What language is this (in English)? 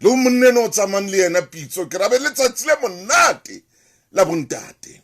Southern Sotho